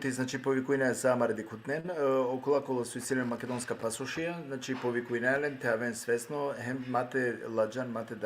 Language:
Balkan Romani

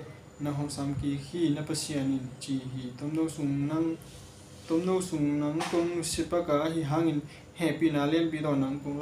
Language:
Tedim Chin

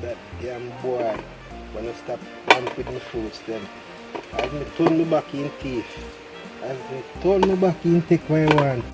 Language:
Jamaican Creole English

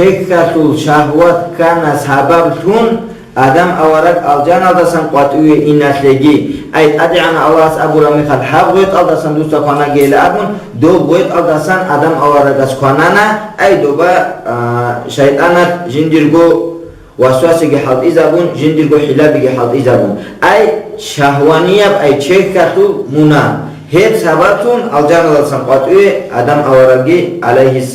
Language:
Avaric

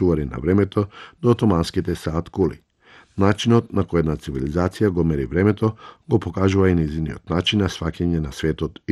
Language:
Macedonian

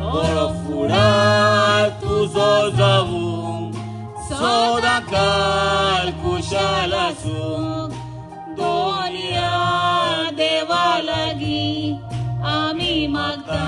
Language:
Konkani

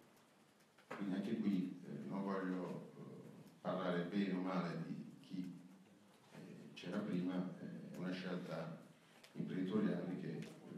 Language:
Italian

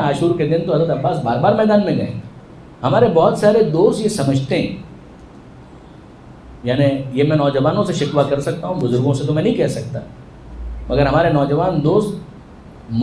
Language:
Urdu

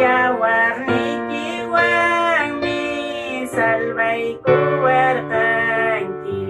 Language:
Ayacucho Quechua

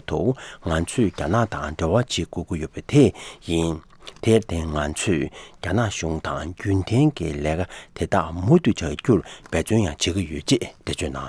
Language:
Tibetan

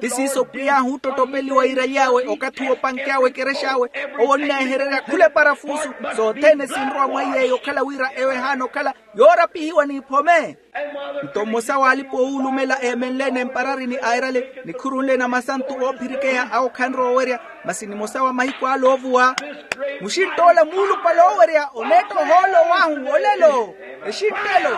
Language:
Makhuwa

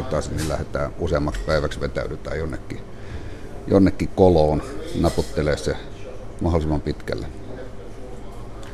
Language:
Finnish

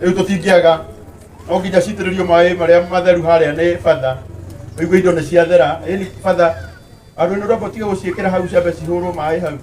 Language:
Kikuyu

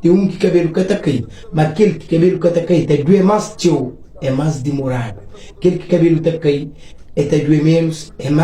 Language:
Kabuverdianu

